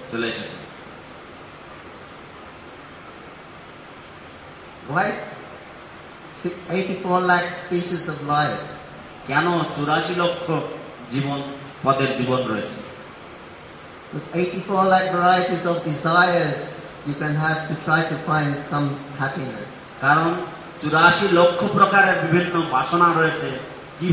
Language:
Bangla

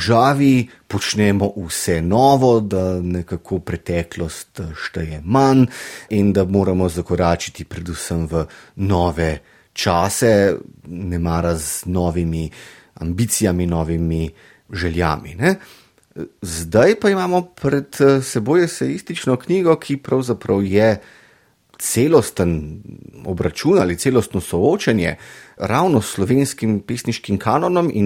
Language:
Slovenian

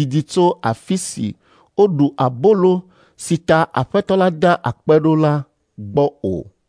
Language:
Ewe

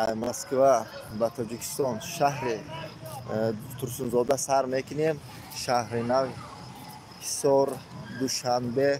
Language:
Tajik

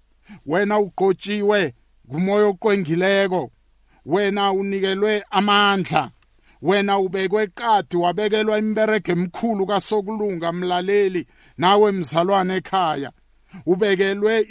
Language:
South Ndebele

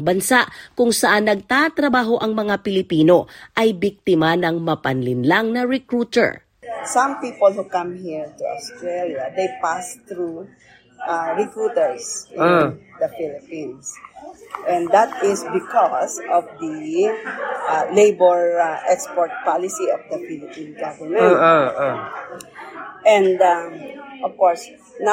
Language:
Filipino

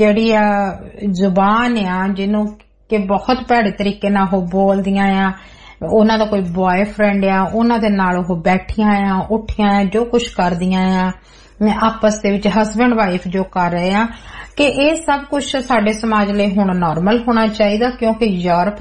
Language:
Punjabi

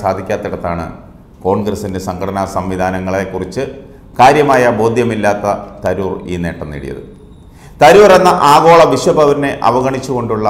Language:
Malayalam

